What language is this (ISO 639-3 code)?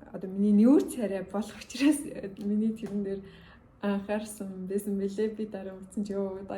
mon